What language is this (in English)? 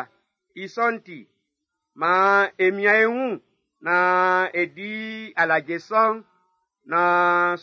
Baoulé